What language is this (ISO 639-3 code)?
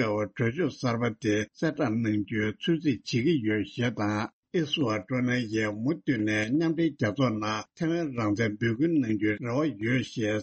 bod